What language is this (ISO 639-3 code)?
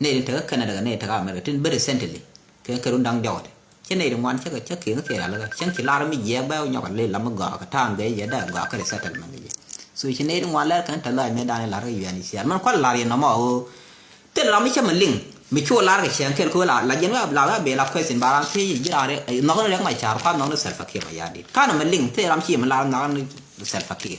nus